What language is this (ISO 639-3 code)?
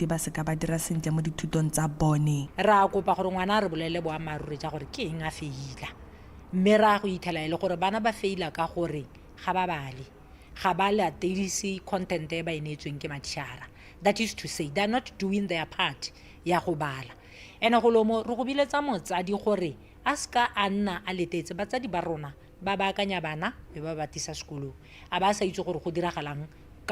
tsn